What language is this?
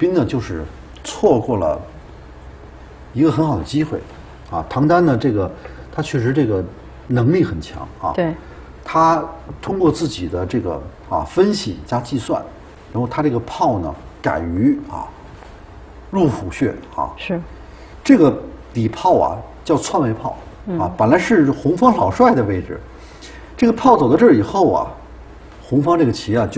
Chinese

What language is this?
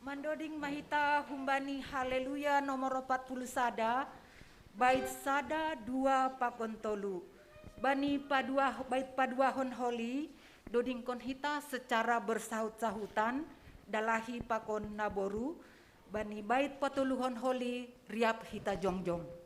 Batak Simalungun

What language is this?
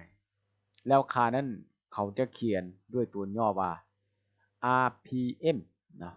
Lao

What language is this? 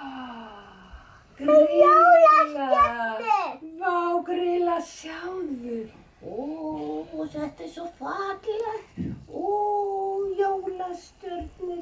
Icelandic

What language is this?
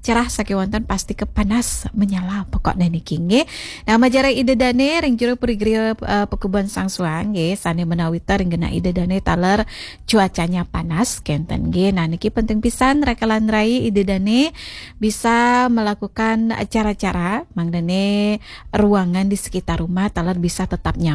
Balinese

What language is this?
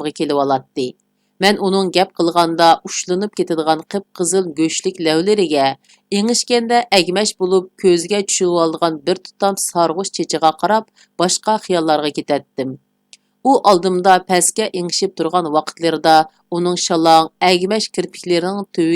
Uyghur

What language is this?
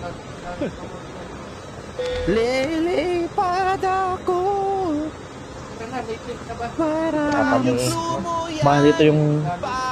Filipino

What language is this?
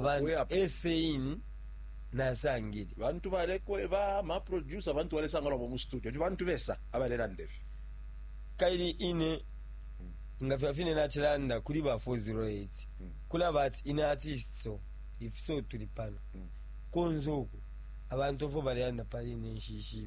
Bemba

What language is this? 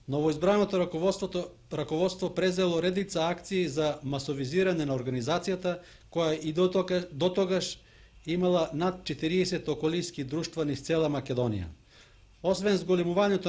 Macedonian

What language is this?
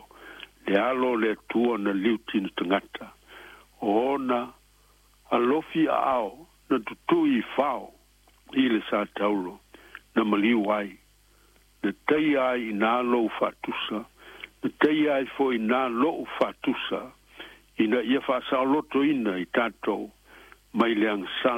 Samoan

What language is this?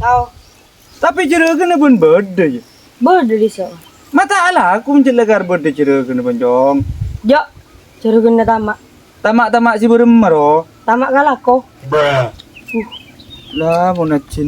Madurese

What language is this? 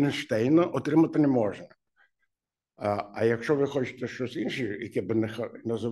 Ukrainian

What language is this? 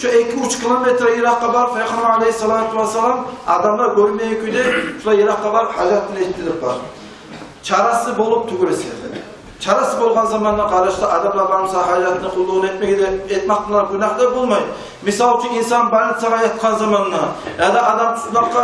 Kumyk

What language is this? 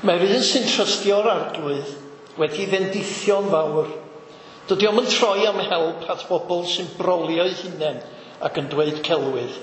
Welsh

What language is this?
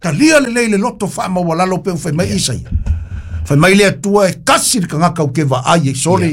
Samoan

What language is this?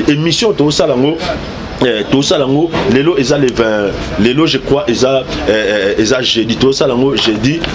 Lingala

